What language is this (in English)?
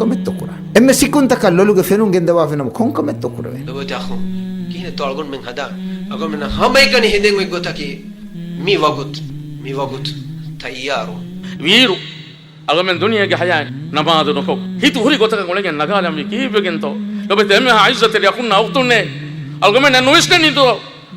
Divehi